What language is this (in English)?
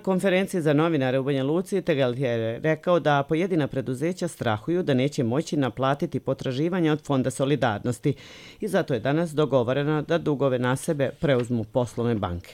Serbian